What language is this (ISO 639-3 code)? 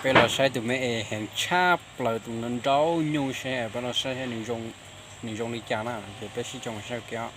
hmn